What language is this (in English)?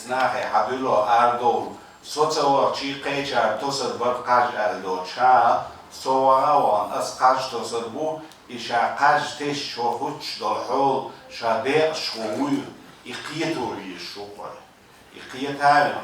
Chechen